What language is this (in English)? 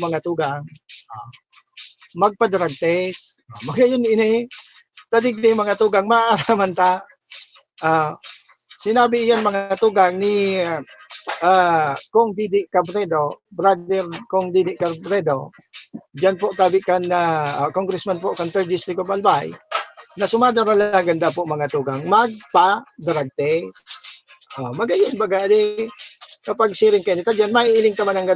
Bikol